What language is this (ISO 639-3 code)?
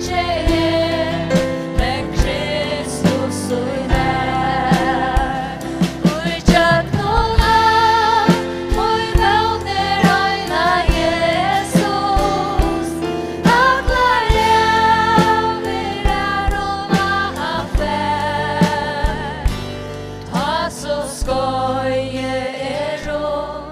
fao